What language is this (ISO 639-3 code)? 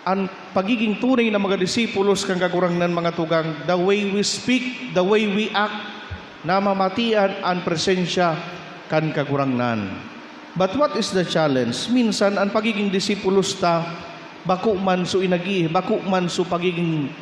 bik